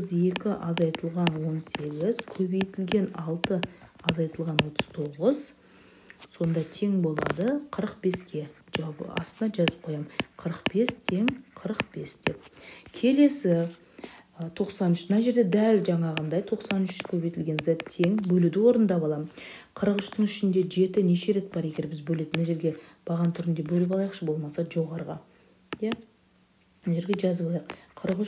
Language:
Kazakh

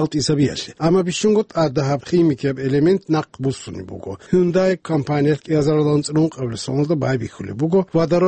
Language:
Avaric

